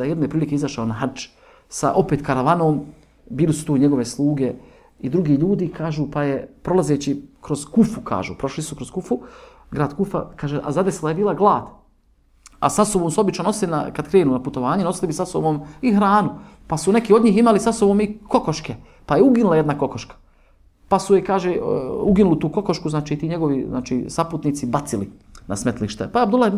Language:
Bosnian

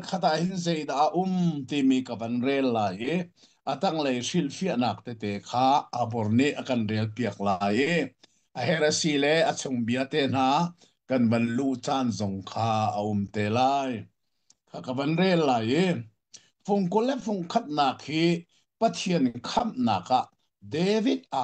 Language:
Hakha Chin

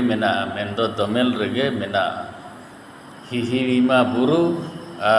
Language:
Santali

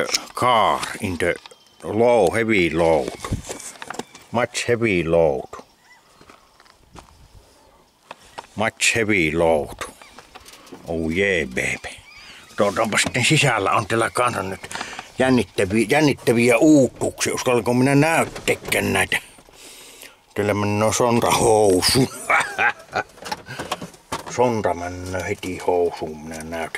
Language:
Finnish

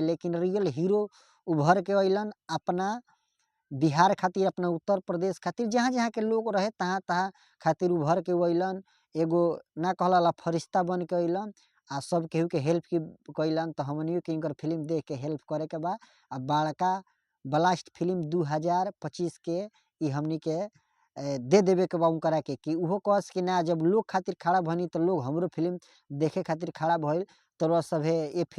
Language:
Bhojpuri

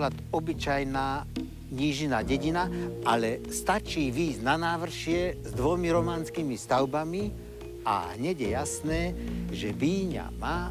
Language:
Slovak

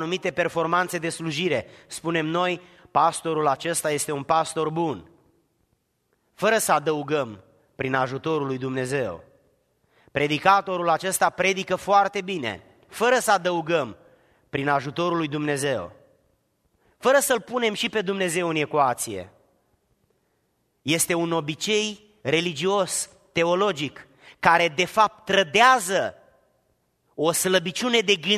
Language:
Romanian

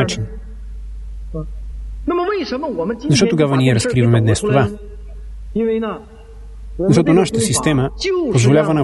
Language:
Bulgarian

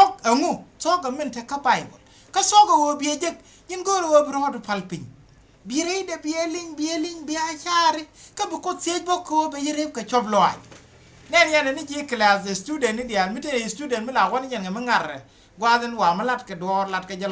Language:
Nuer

